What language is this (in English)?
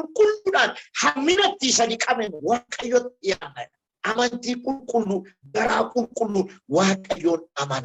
Oromo